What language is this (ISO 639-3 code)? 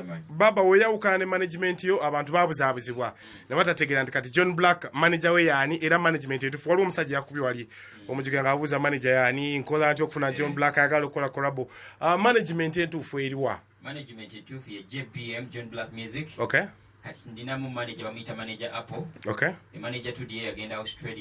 lug